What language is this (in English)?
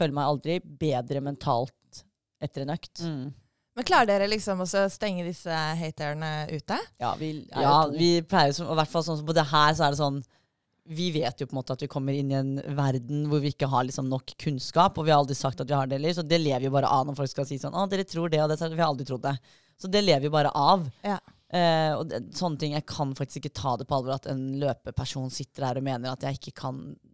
Norwegian